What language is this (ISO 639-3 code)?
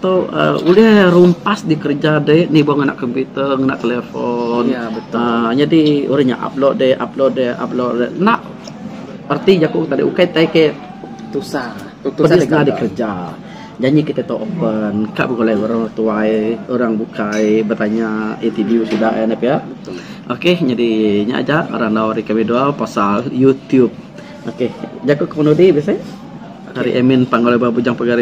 iba